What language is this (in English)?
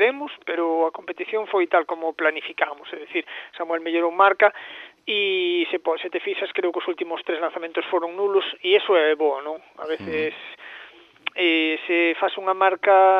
Galician